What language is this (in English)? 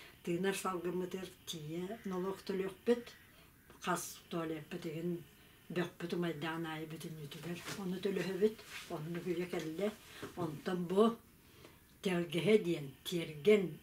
Yakut